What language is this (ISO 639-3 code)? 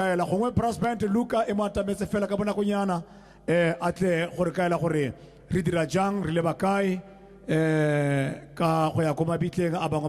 tsn